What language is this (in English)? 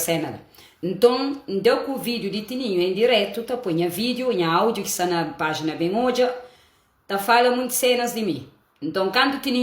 Kabuverdianu